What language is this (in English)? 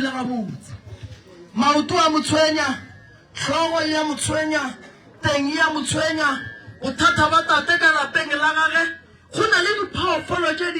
Northern Sotho